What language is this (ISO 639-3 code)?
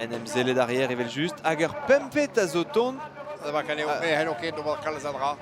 bre